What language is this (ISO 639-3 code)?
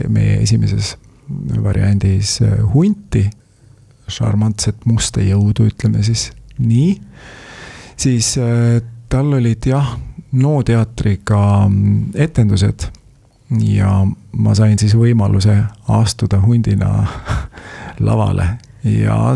est